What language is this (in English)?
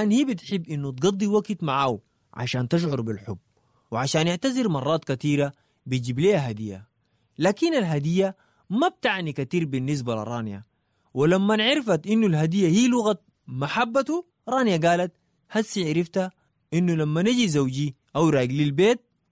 Sudanese Arabic